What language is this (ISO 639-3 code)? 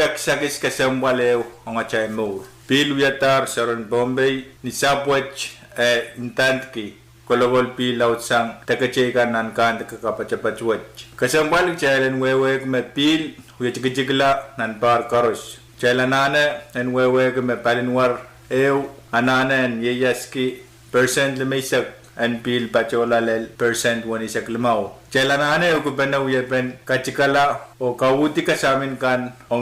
pon